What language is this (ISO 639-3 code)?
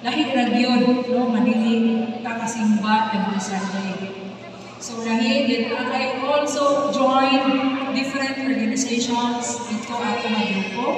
ceb